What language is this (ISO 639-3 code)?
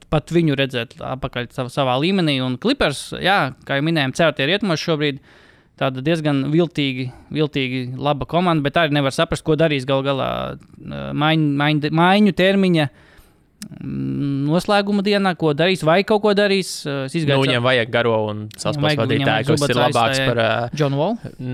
lav